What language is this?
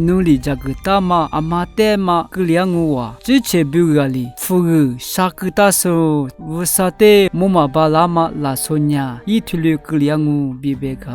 Lisu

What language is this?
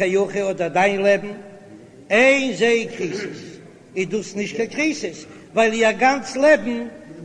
Yiddish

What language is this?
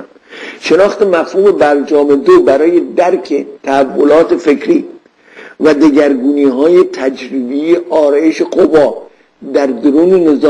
Persian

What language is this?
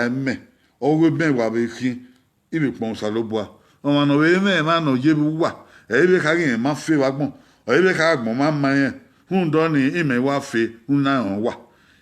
Bini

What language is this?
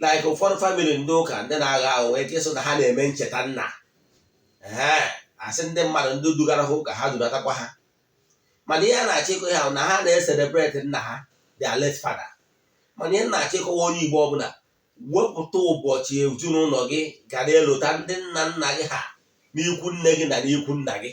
Igbo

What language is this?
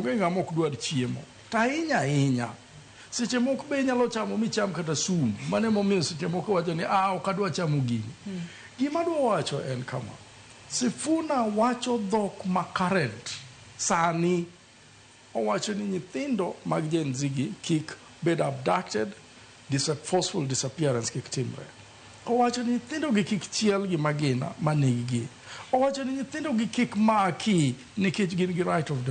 Luo (Kenya and Tanzania)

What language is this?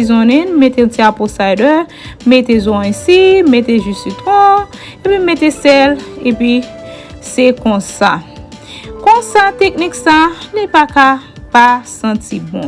Haitian Creole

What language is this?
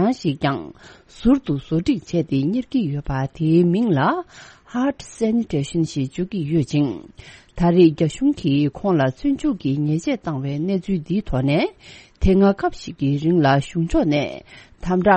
Tibetan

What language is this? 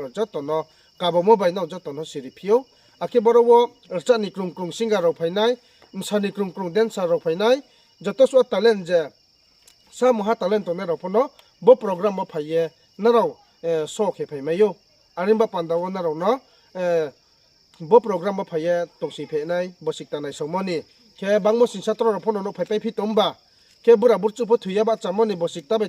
Riang (India)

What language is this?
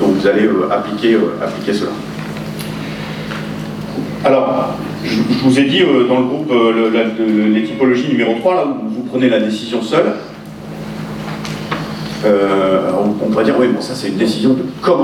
French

